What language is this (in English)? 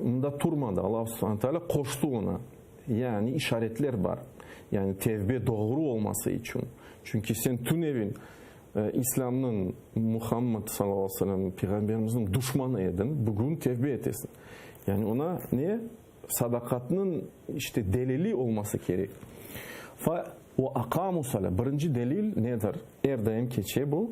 Crimean Tatar